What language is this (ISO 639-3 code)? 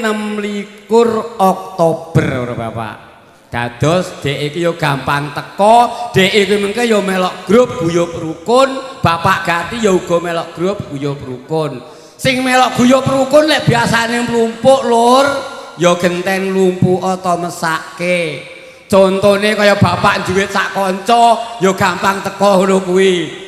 jav